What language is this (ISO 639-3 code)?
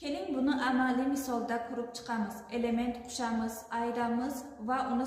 uzb